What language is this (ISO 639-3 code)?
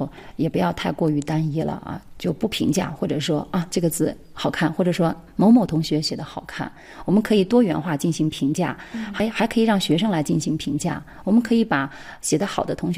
zho